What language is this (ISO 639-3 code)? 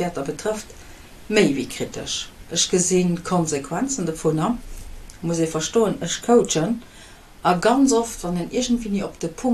ltz